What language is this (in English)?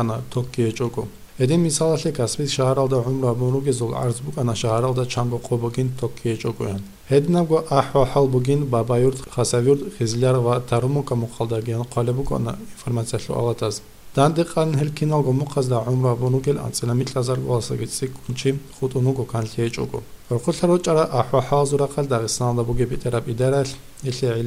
Avaric